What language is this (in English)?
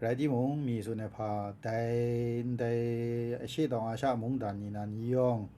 Kachin